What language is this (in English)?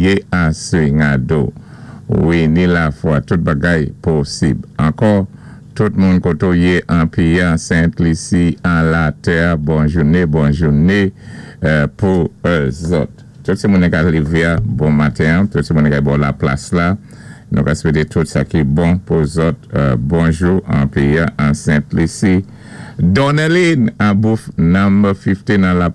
Saint Lucian Creole French